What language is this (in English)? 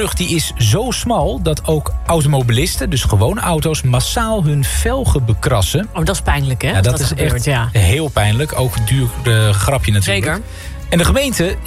Dutch